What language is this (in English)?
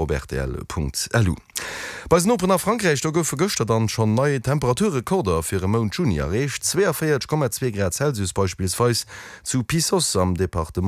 Luxembourgish